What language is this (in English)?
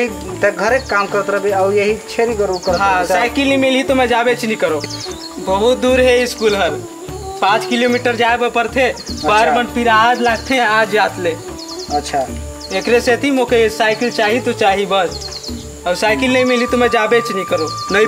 Chhattisgarhi